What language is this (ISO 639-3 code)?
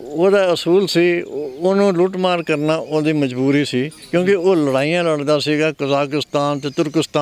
pan